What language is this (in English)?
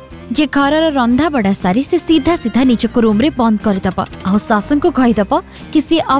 Odia